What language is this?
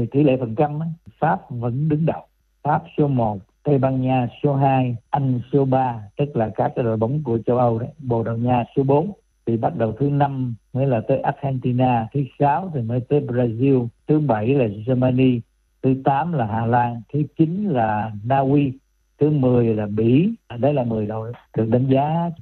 Vietnamese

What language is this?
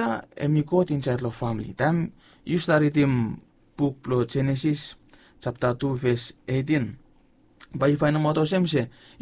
Bislama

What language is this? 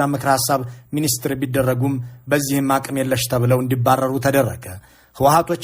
Amharic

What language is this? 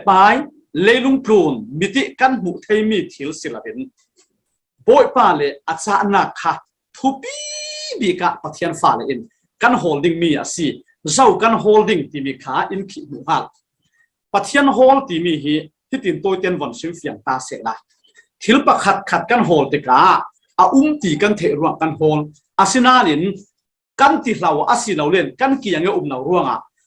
Falam Chin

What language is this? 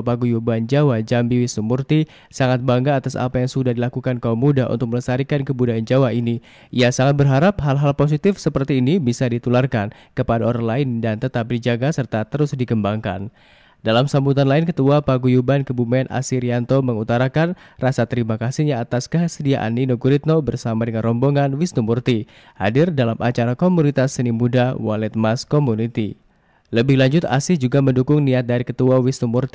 Indonesian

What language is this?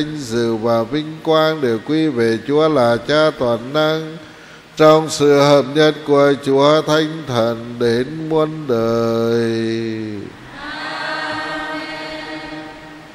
Vietnamese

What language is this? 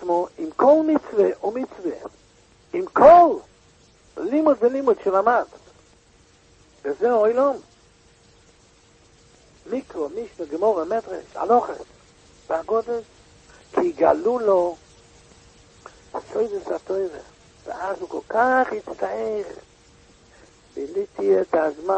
Hebrew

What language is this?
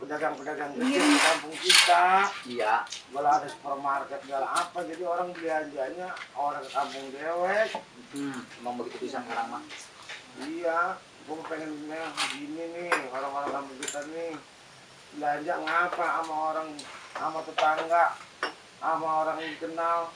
Betawi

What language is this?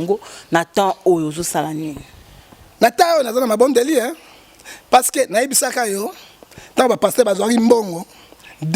Lingala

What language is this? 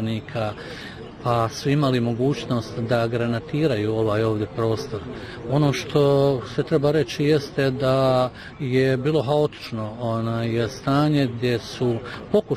Bosnian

